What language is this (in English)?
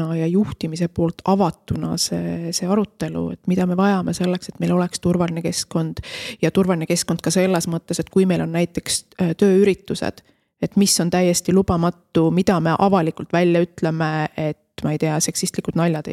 Estonian